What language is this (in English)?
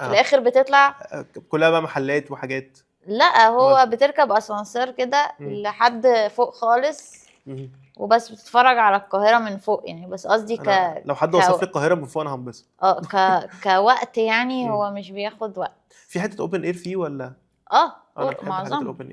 Egyptian Arabic